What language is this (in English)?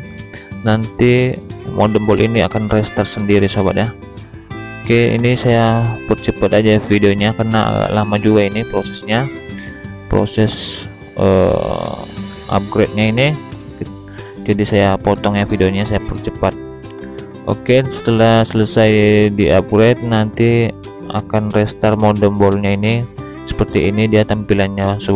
Indonesian